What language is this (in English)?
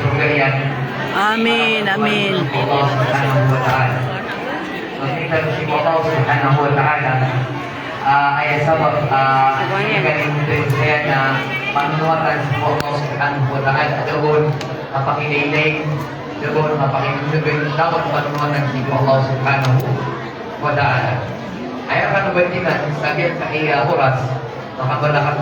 Maranao